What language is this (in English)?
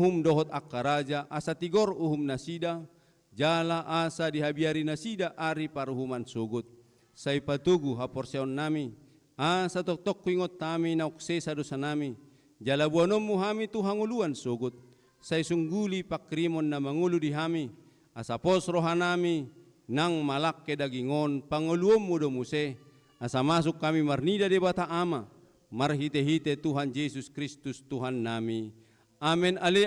Batak Toba